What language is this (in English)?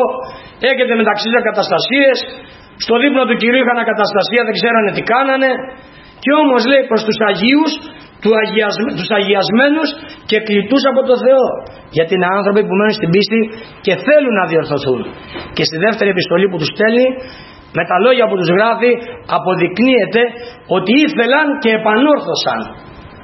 Greek